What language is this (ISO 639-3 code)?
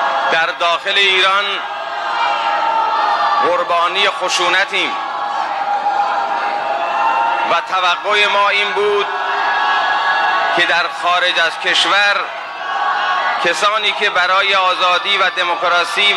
fas